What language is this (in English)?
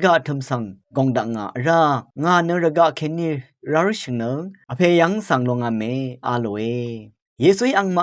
Rawang